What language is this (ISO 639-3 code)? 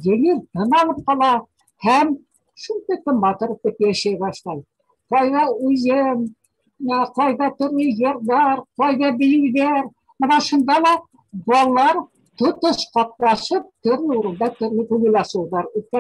bak